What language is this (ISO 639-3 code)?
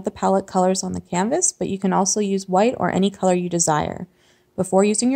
eng